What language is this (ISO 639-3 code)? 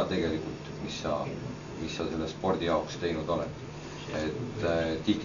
est